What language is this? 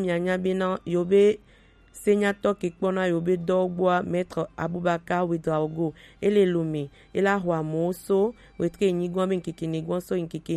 Gen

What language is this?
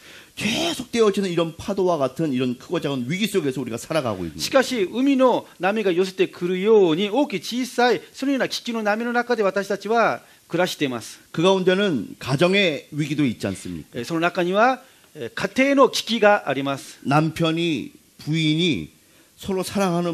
Korean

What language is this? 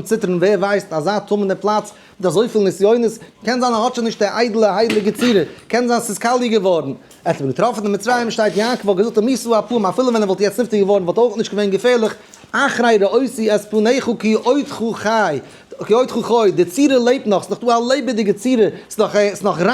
Yiddish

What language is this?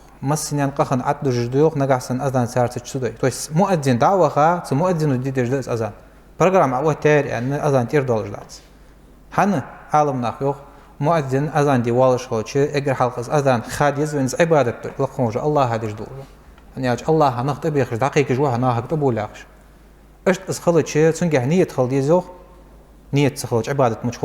Ingush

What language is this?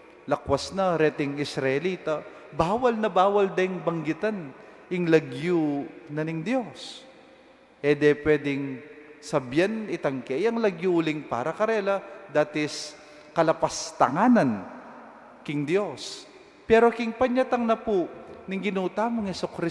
Pampanga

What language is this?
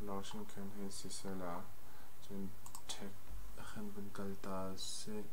Hakha Chin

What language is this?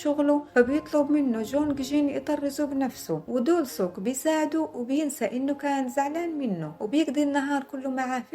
Egyptian Arabic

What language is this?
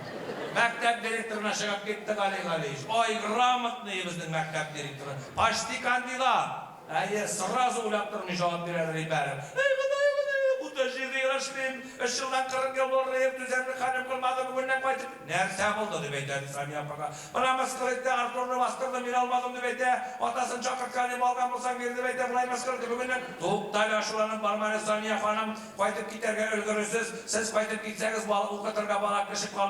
Bashkir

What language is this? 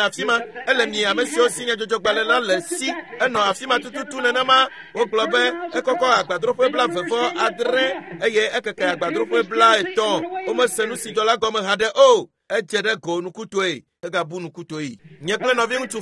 Ewe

